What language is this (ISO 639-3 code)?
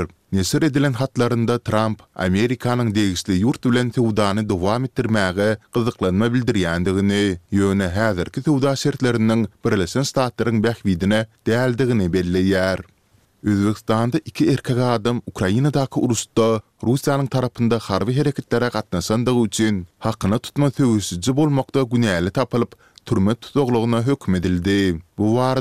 tuk